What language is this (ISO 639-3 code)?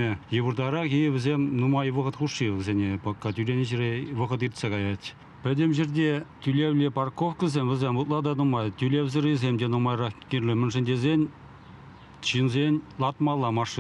chv